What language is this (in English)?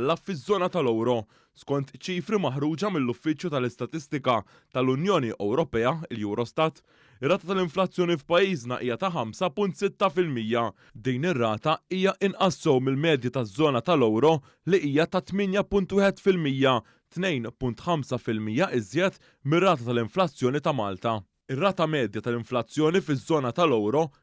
Maltese